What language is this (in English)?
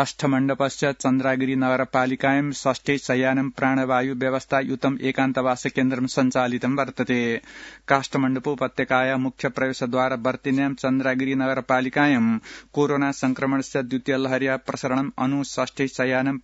Sanskrit